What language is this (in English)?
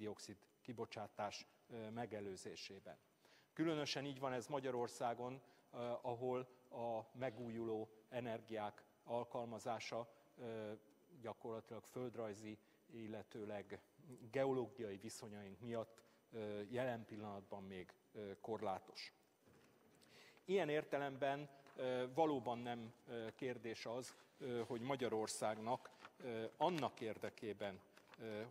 Hungarian